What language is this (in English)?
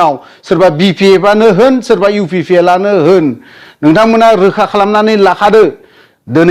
Bodo